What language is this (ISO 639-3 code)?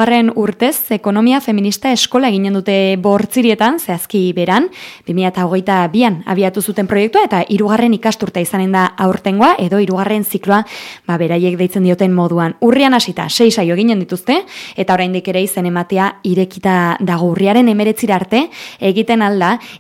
eus